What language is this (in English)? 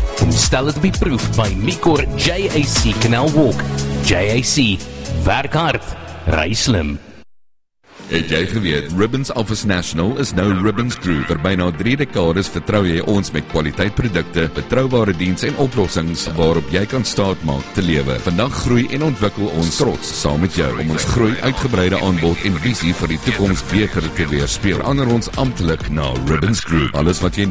Afrikaans